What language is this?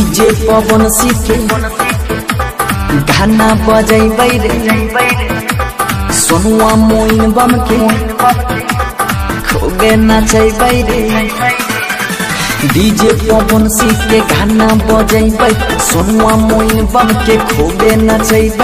Bhojpuri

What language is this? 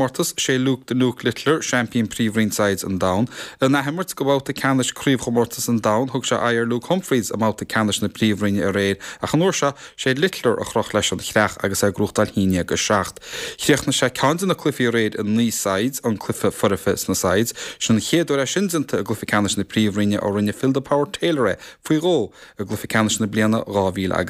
Irish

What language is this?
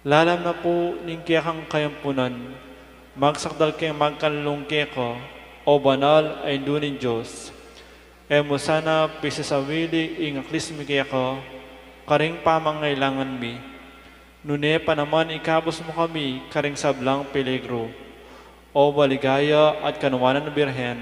Pampanga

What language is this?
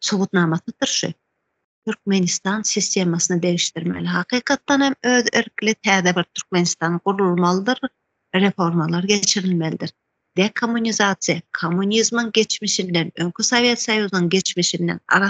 Turkmen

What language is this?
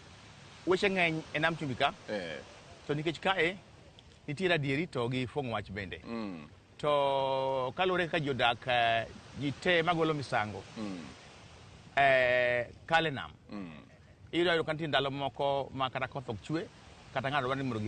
Luo (Kenya and Tanzania)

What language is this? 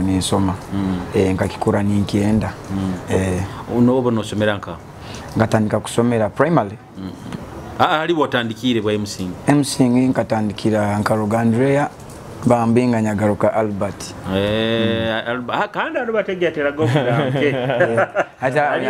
Nyoro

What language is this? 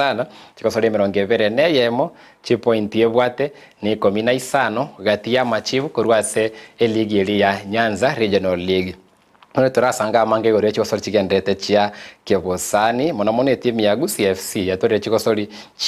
Gusii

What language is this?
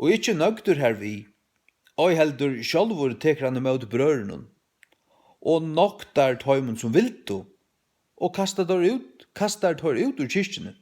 Faroese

